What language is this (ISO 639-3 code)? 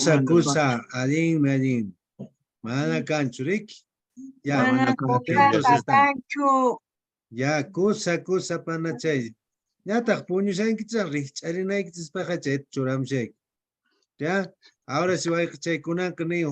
que